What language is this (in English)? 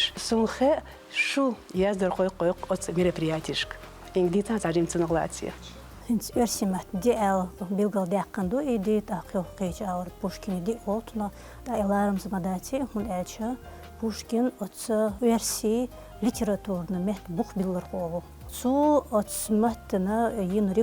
Chechen